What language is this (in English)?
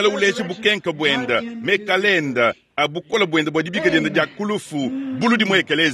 Luba-Lulua